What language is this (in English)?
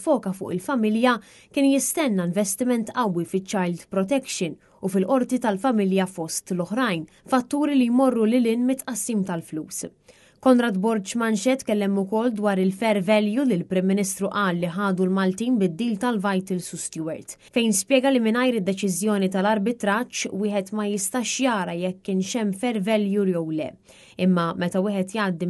Maltese